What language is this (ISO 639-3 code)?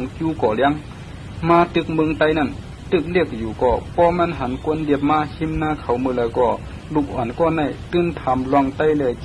shn